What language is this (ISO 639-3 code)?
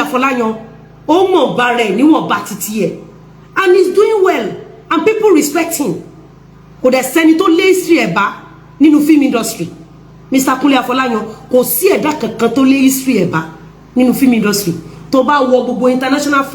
yor